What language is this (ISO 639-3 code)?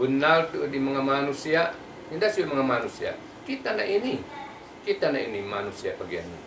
tsg